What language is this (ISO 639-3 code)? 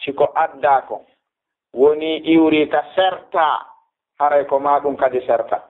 ful